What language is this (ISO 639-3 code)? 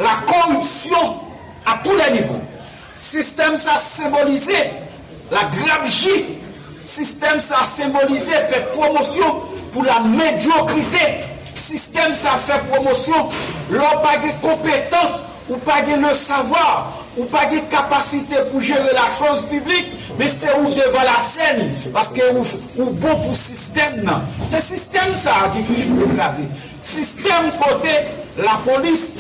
hat